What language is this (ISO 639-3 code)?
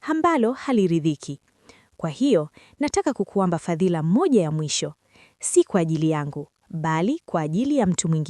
swa